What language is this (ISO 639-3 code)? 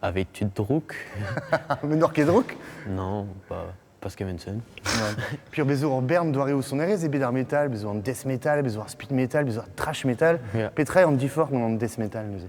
bre